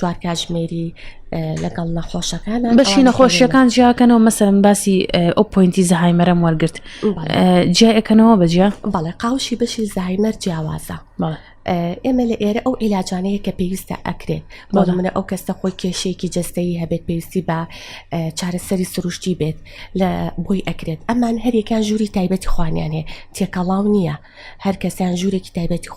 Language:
Central Kurdish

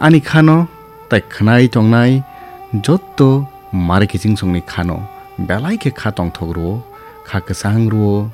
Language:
Kok Borok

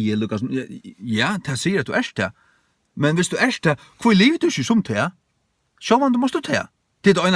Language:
Faroese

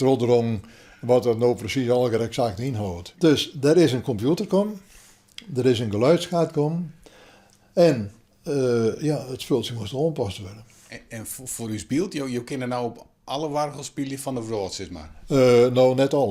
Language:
Western Frisian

